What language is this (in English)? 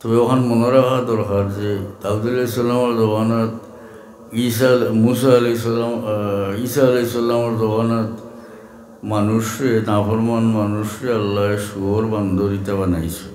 Sylheti